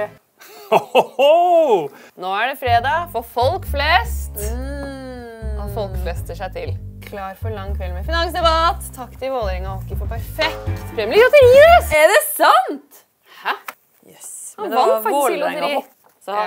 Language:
Norwegian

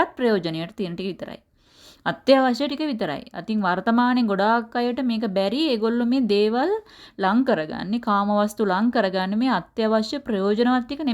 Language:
Sinhala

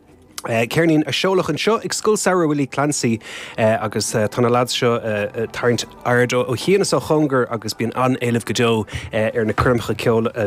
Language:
Irish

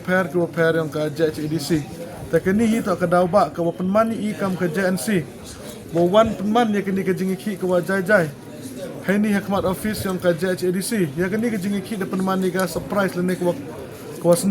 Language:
Khasi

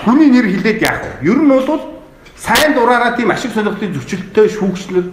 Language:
Mongolian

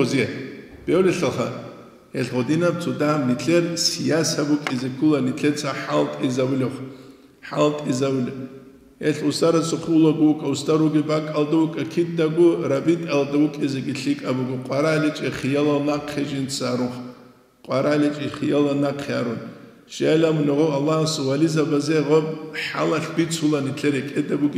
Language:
Avaric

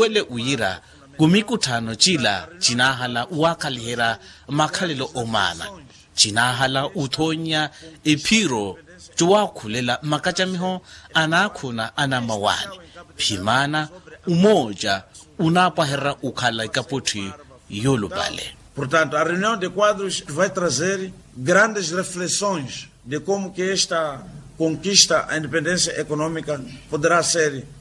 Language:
Makhuwa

